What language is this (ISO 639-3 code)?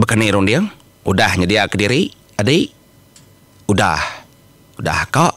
iba